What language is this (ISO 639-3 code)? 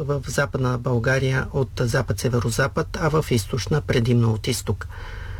bul